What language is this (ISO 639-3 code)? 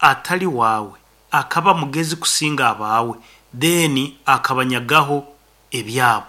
nyn